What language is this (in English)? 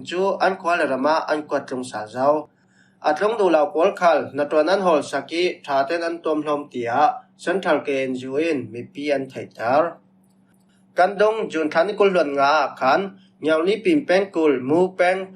Falam Chin